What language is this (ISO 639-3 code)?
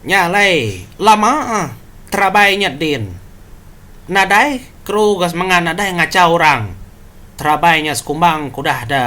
iba